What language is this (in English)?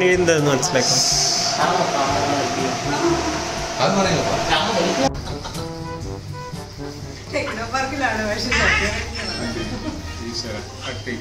Malayalam